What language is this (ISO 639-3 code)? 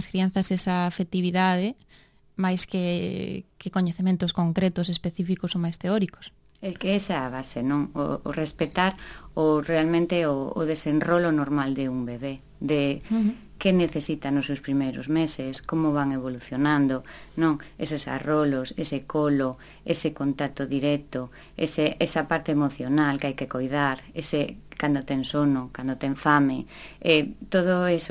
glg